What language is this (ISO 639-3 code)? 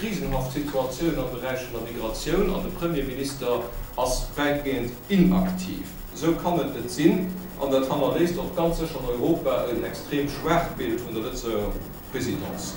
ltz